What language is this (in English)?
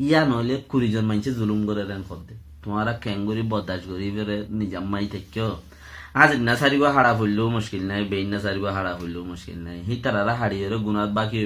Rohingya